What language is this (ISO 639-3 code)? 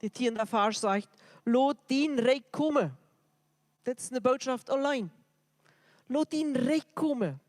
pdt